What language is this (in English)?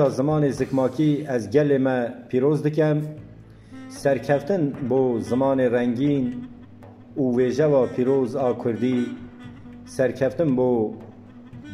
Kurdish